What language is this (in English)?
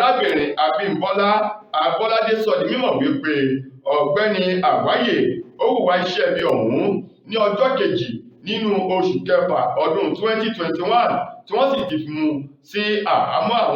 Yoruba